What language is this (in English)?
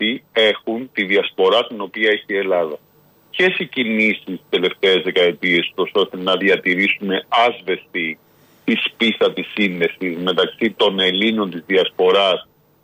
Greek